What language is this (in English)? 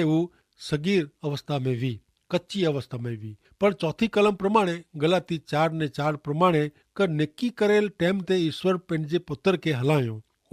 Kachhi